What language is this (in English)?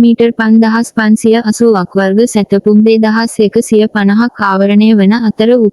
Sinhala